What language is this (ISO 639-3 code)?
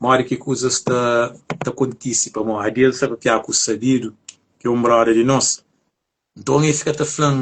kea